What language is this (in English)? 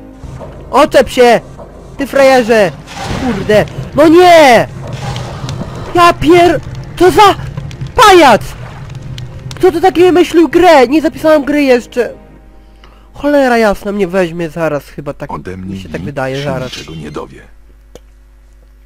Polish